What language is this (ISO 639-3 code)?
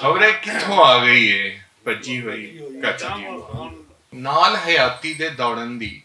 lah